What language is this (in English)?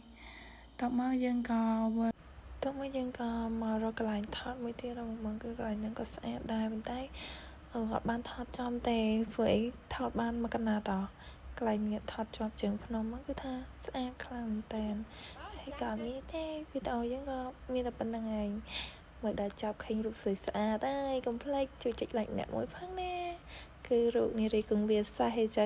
Khmer